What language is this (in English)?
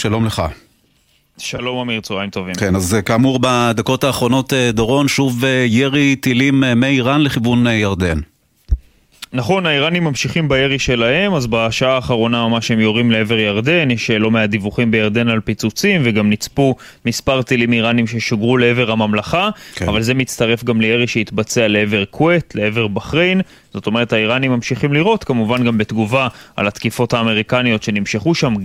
Hebrew